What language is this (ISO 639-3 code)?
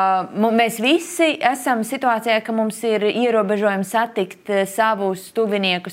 lav